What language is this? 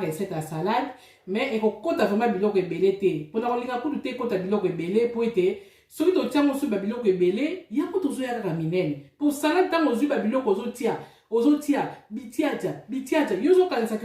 Lingala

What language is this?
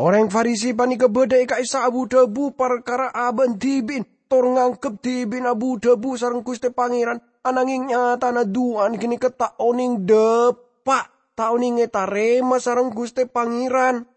Madurese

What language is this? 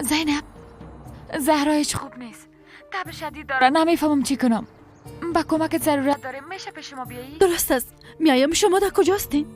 Persian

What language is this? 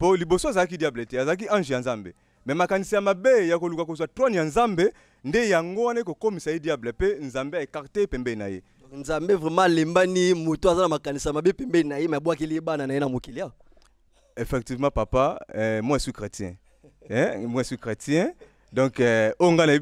Lingala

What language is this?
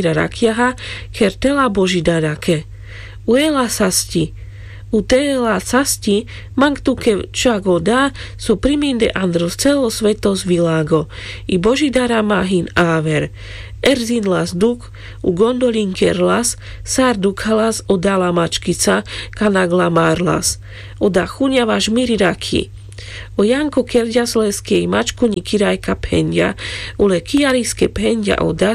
Carpathian Romani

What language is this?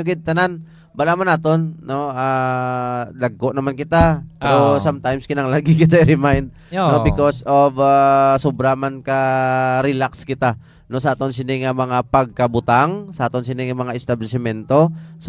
Hiligaynon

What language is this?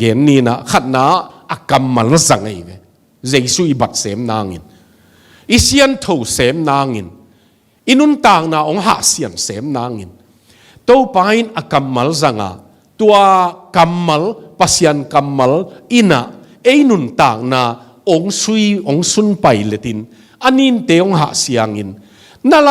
Tedim Chin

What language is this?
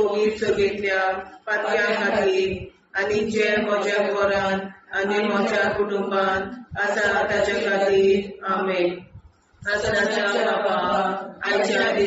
Konkani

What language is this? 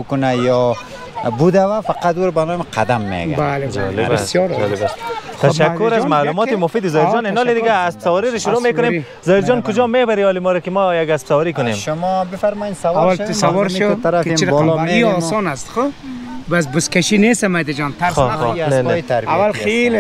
Persian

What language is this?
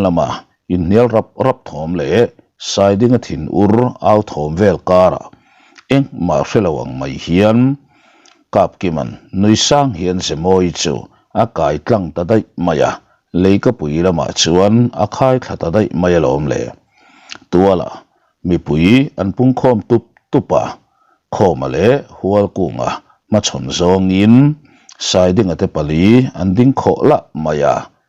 Mizo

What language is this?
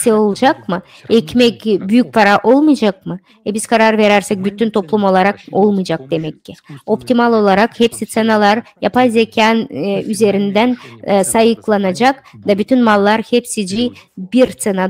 Gagauz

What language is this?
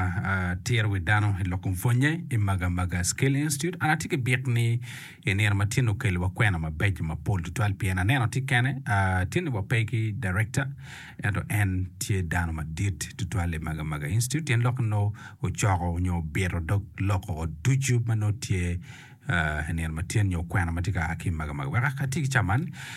Acoli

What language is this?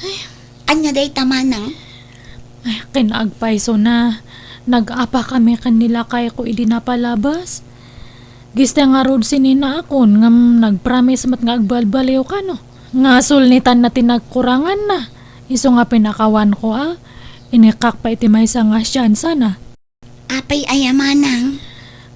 Iloko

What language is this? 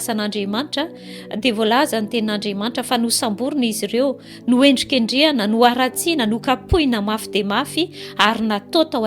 Malagasy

